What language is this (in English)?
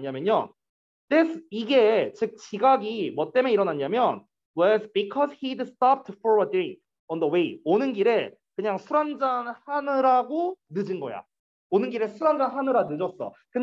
Korean